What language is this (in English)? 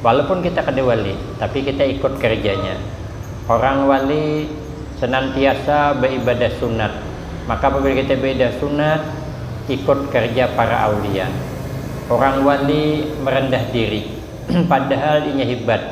Banjar